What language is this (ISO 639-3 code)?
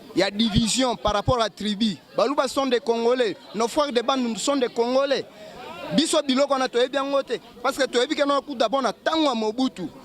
lin